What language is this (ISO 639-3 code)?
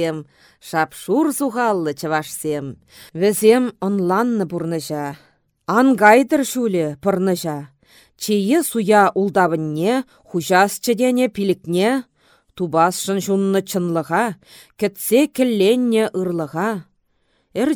chv